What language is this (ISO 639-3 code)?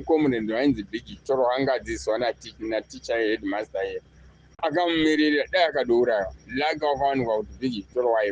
sna